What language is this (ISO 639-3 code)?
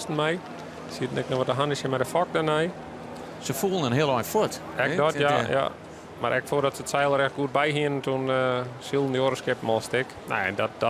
fry